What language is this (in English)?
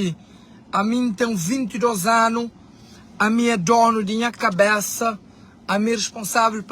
Kabuverdianu